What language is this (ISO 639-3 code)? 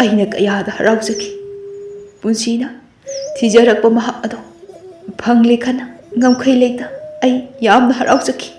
mni